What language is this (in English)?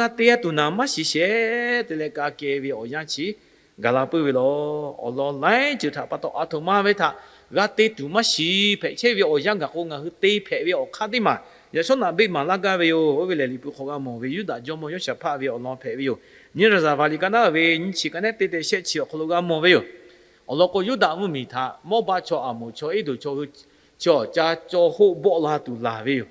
Lahu